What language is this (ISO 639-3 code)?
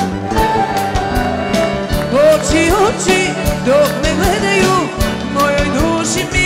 srp